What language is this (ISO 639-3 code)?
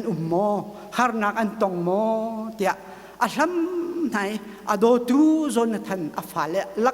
cnh